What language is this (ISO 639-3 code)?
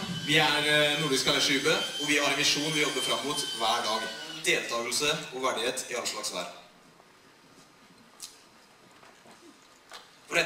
nor